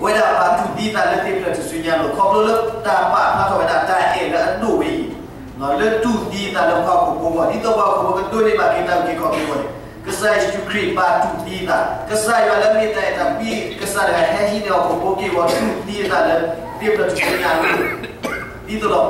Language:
S'gaw Karen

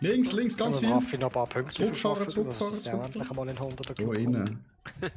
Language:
Swiss German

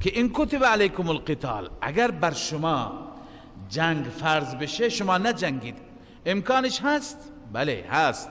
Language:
Persian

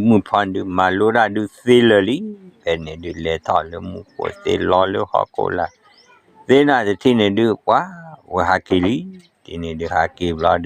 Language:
S'gaw Karen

